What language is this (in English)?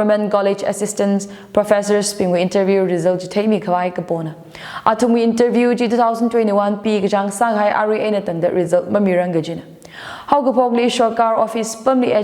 Tangkhul Naga (India)